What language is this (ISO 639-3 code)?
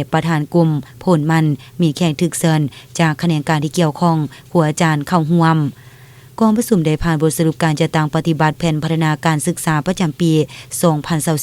lao